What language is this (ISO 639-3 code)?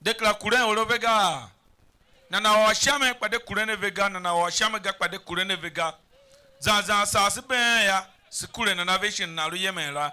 tiv